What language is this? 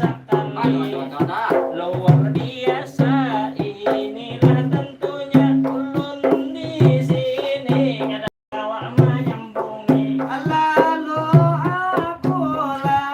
Banjar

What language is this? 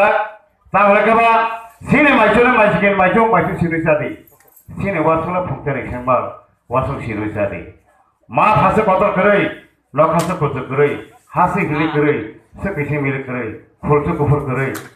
Kok Borok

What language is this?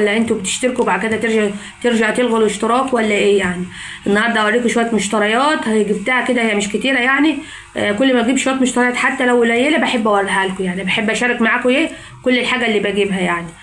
Egyptian Arabic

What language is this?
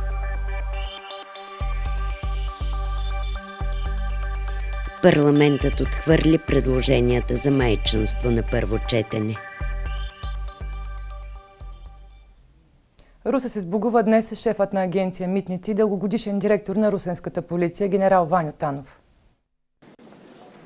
Bulgarian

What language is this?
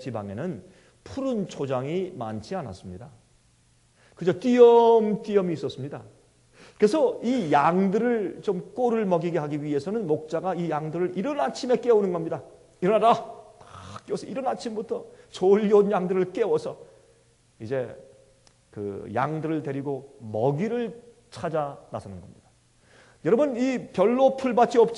Korean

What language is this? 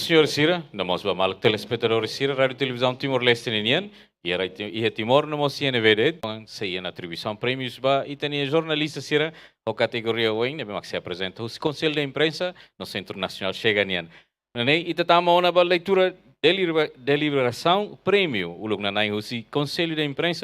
Tetum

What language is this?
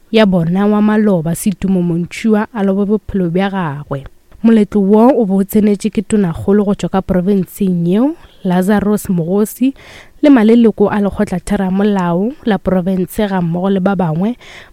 Northern Sotho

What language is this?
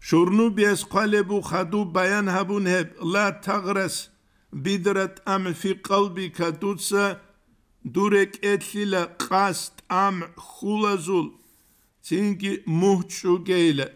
Avaric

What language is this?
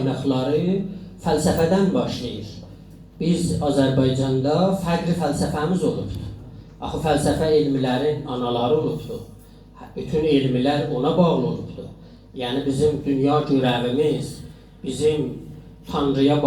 South Azerbaijani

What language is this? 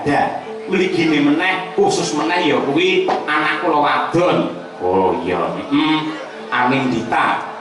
Javanese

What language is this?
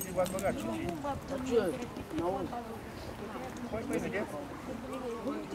Romanian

